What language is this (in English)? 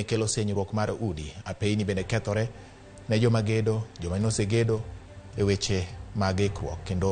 Luo (Kenya and Tanzania)